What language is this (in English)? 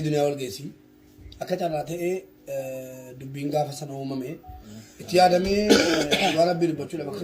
Oromo